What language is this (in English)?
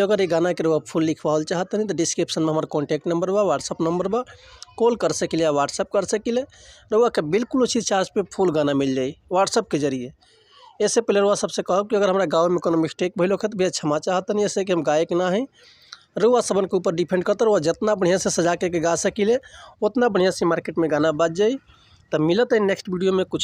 Bhojpuri